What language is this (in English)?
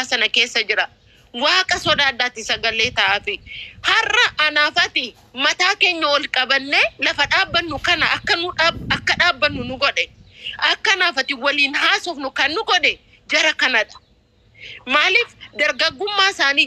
Oromo